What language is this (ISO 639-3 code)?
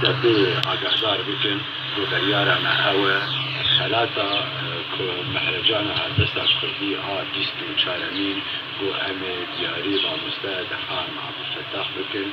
kur